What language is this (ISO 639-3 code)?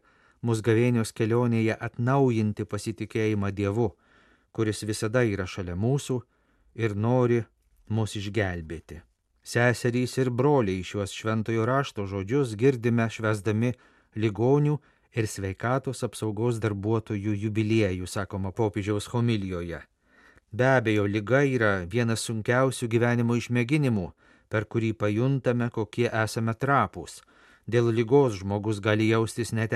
lit